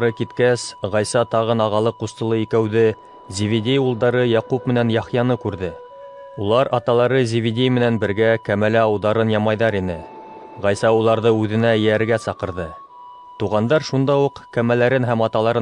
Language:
Bashkir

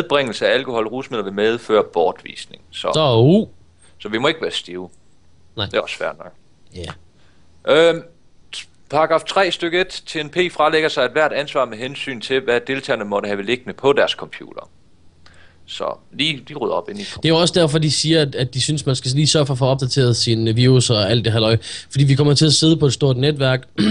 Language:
Danish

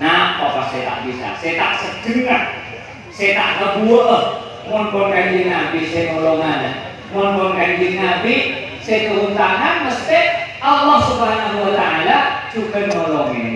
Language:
Madurese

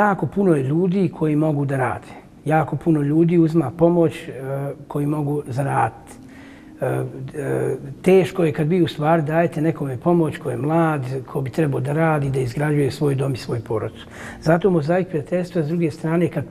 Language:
Bosnian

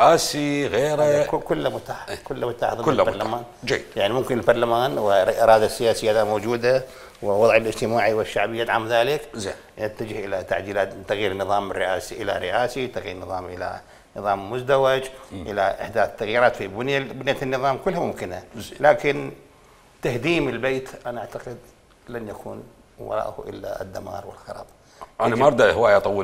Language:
Mesopotamian Arabic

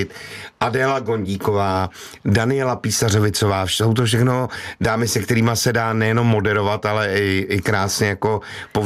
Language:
Czech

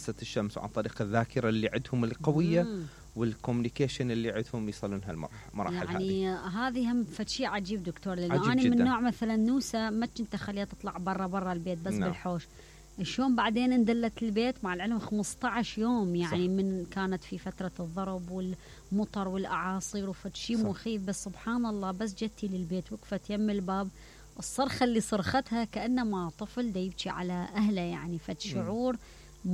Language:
Mesopotamian Arabic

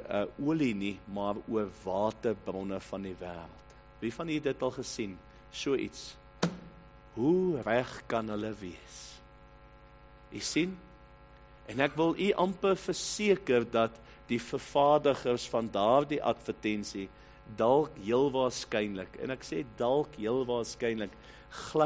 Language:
Afrikaans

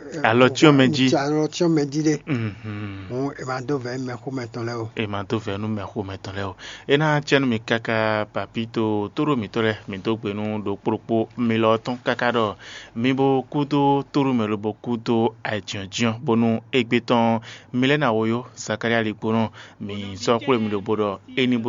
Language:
Fon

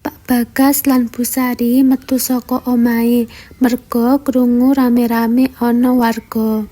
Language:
Javanese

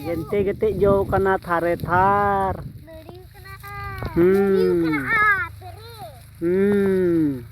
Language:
Santali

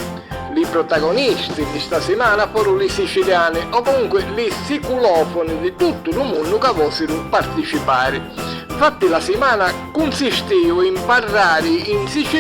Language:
Sicilian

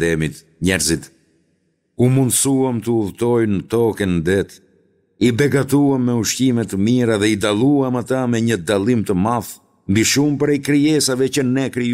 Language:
Albanian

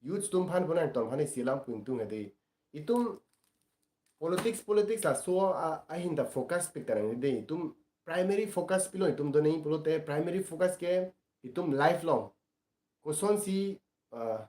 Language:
Karbi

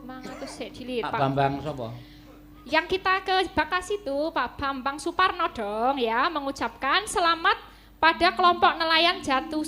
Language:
Javanese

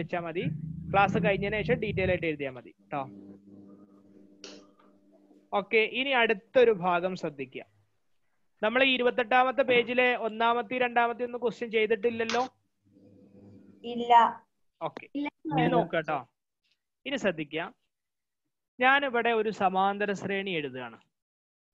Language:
Malayalam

